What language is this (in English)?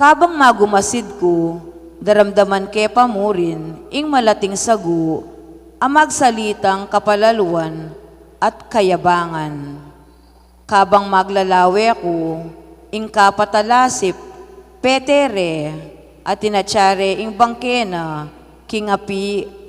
Pampanga